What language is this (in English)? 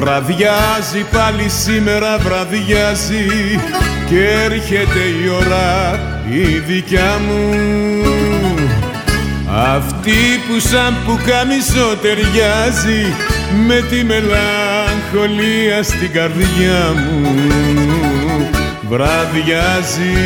Greek